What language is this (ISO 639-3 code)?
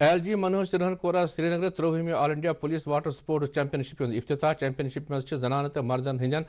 kas